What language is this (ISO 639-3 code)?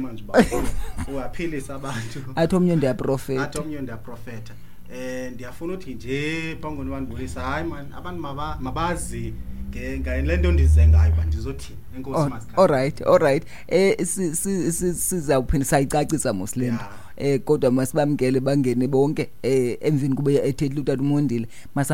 xho